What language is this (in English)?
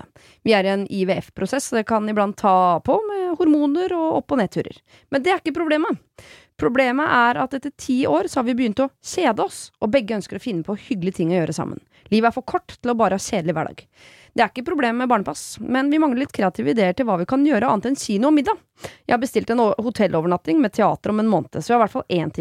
Norwegian